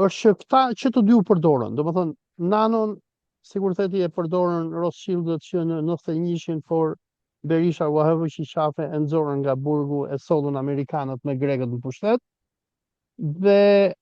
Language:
Albanian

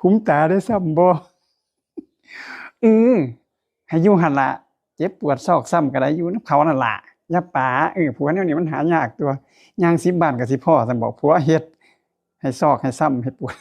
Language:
Northeastern Thai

